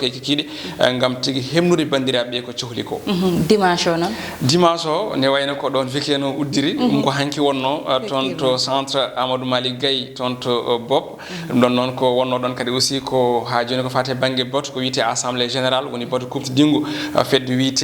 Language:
Fula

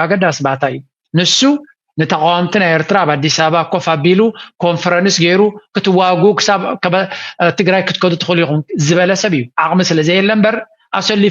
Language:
Tigrinya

